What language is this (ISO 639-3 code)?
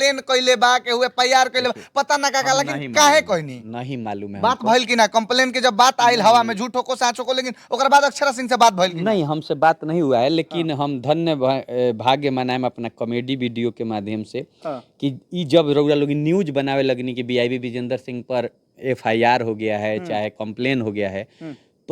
bho